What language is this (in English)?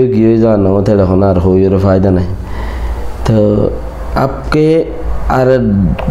Rohingya